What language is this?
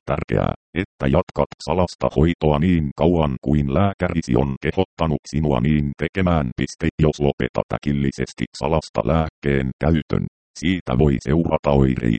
Finnish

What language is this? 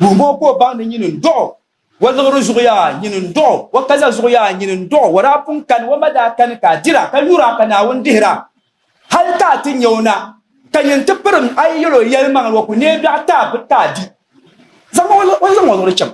Dagbani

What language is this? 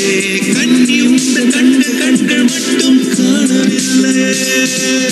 Tamil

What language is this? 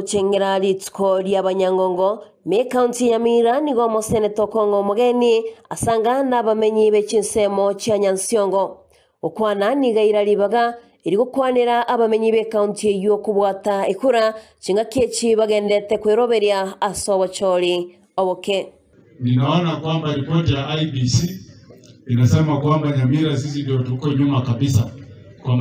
Gusii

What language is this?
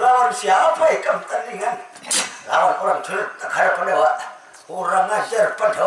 Banjar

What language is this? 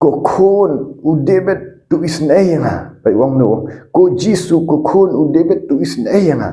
Khasi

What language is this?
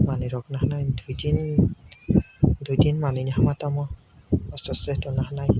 Kok Borok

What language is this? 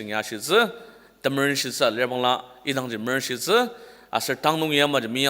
Ao Naga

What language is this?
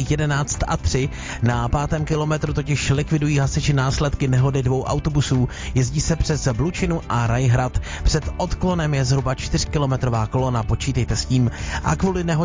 Czech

